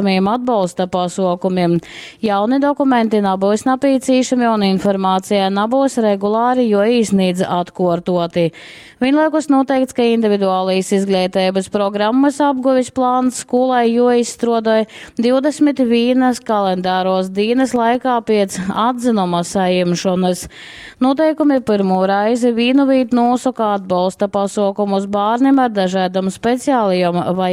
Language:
Latgalian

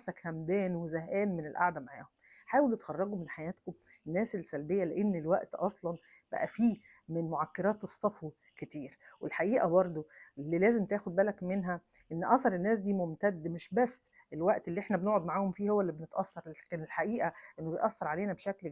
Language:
Egyptian Arabic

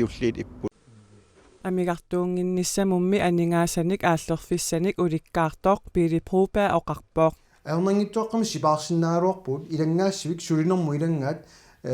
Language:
Kalaallisut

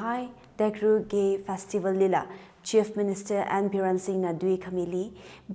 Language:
Tangkhul Naga (India)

